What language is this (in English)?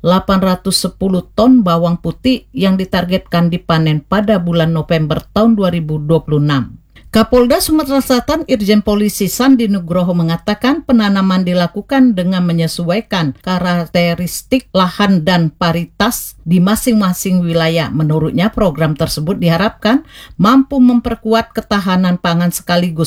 Indonesian